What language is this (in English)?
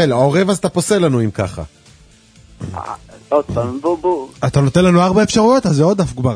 Hebrew